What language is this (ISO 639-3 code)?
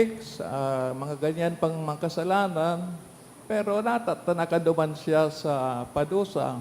bik